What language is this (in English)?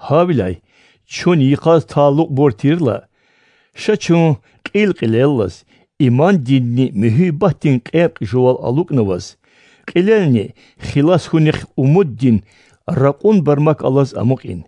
Lezghian